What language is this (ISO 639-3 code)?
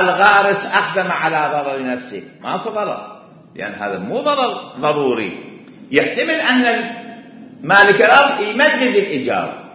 acm